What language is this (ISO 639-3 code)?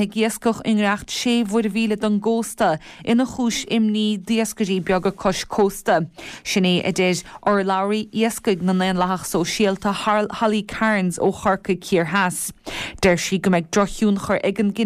gle